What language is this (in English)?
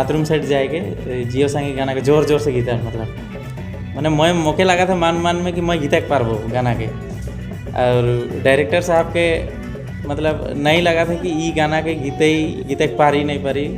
Sadri